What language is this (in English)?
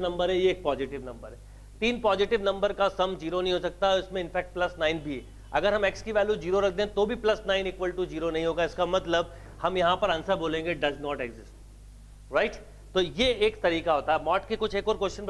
Hindi